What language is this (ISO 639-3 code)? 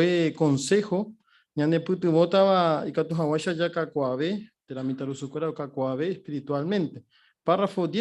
grn